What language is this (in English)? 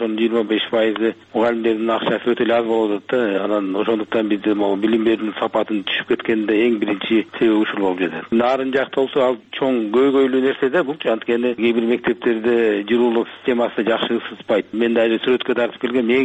Kyrgyz